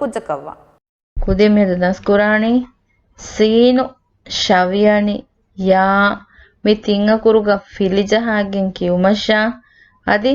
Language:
Divehi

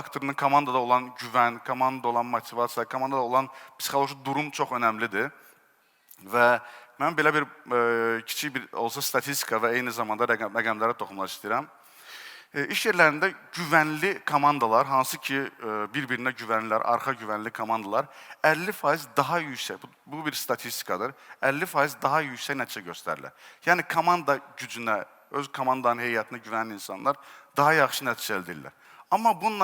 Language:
Azerbaijani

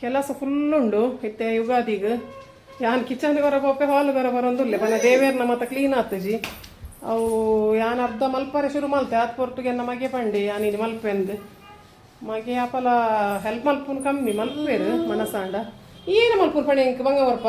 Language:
Tulu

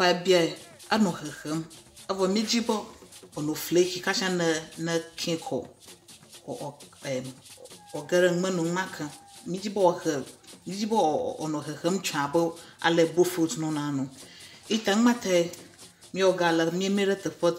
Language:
Ewe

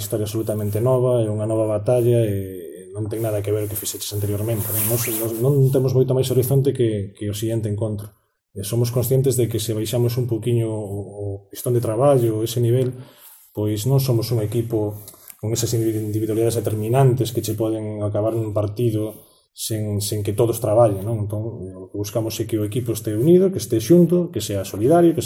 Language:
Galician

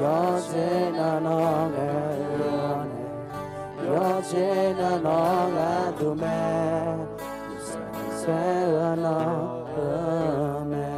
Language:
Akha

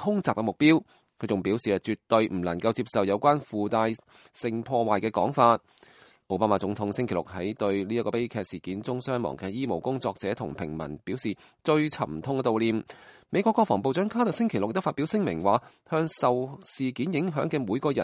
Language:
Cantonese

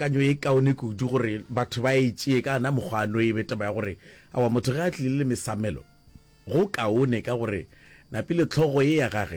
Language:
Northern Sotho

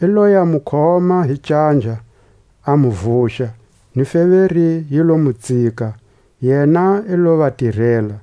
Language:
Tswa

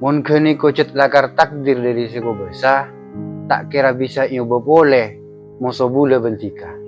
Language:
Madurese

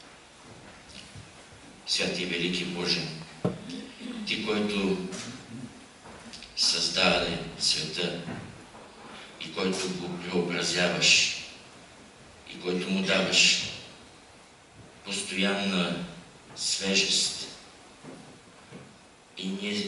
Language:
Bulgarian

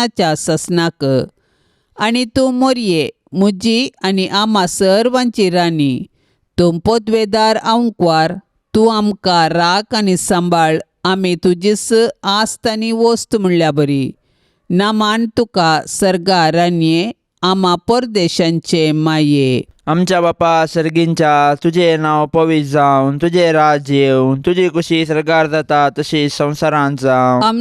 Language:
Konkani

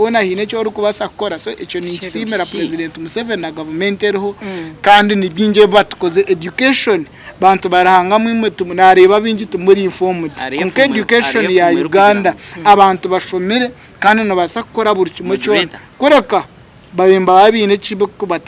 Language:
Nyankole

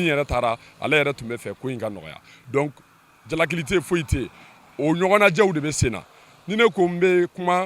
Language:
Bambara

